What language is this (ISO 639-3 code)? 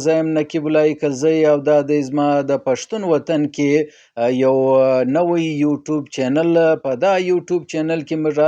pus